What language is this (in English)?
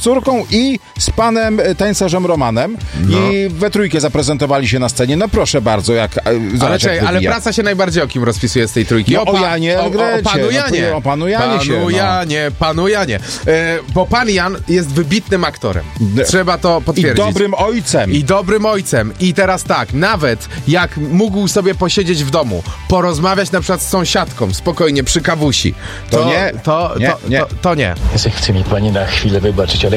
Polish